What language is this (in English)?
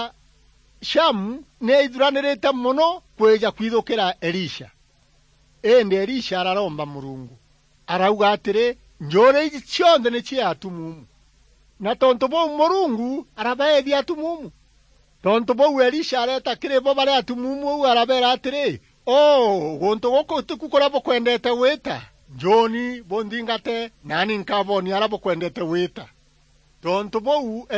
Meru